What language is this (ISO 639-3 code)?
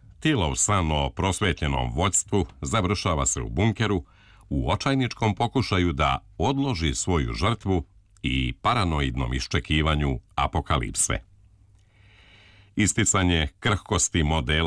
srp